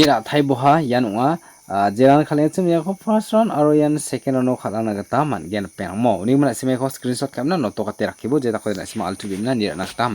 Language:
Garo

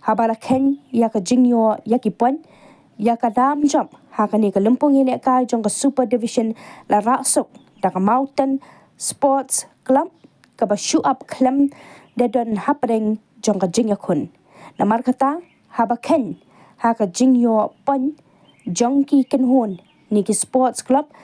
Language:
Khasi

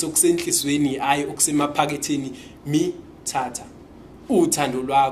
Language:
Zulu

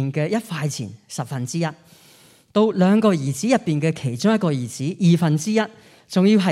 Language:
Cantonese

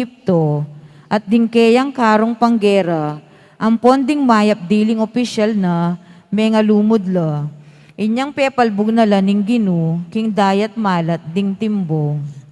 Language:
Pampanga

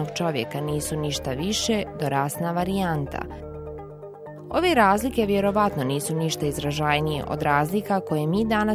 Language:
Bosnian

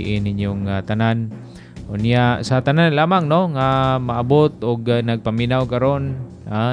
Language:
Cebuano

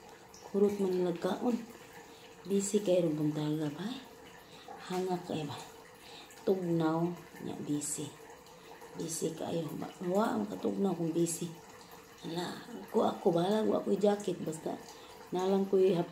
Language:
Cebuano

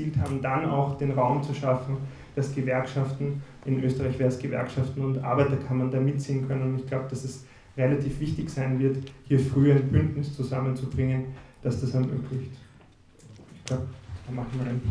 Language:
German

